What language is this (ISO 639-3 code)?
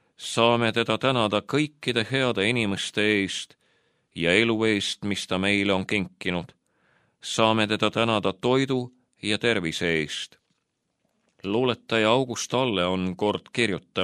est